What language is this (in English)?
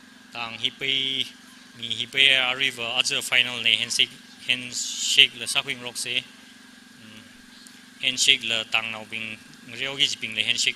Tangkhul Naga (India)